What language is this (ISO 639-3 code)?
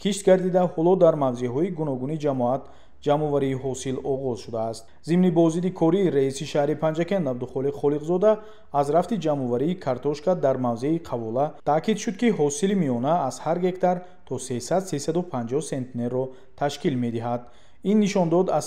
tgk